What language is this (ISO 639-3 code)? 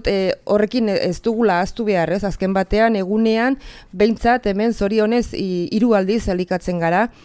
eus